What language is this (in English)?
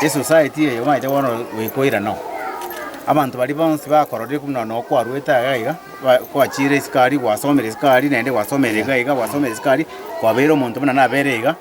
Gusii